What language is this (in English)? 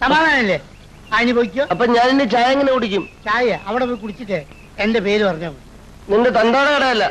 Malayalam